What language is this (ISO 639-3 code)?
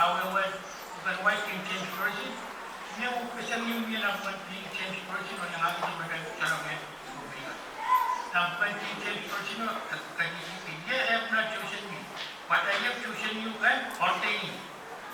pon